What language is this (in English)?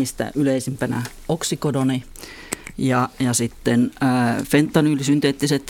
Finnish